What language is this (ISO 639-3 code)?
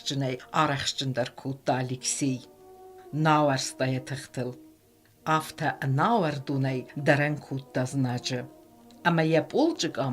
oss